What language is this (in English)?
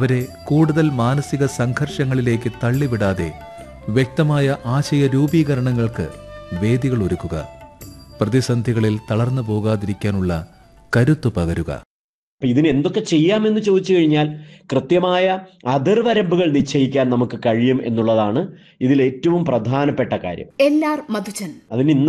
Malayalam